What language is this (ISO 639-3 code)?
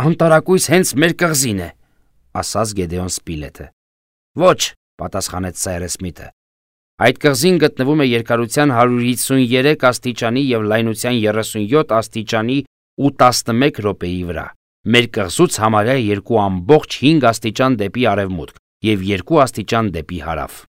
hye